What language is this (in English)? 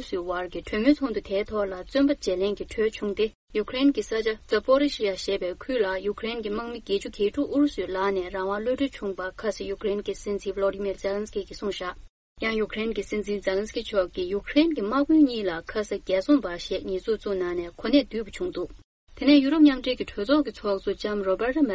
Tibetan